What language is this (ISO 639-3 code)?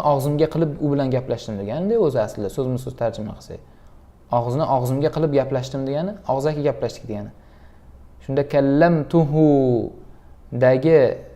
uzb